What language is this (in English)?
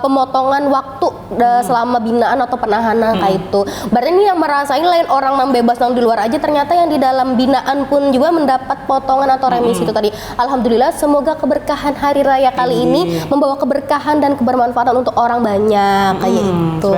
Banjar